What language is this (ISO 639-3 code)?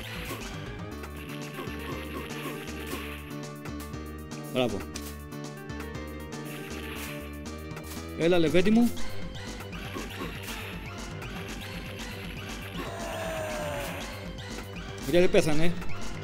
ell